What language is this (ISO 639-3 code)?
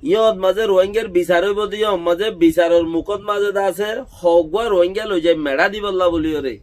rhg